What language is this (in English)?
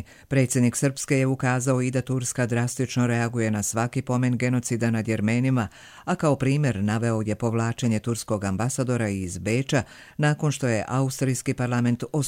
Croatian